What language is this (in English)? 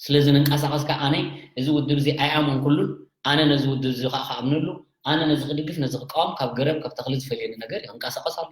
Tigrinya